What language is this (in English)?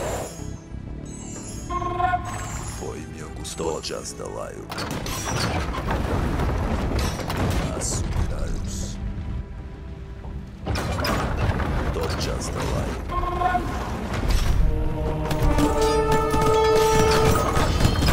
Bulgarian